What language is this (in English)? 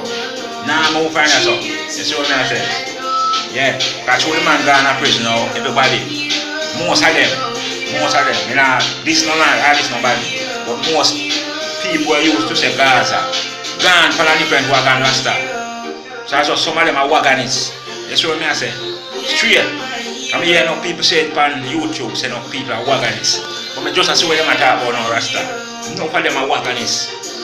Jamaican Creole English